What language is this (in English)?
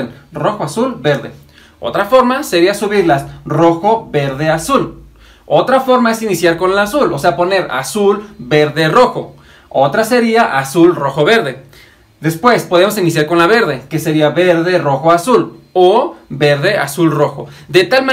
Spanish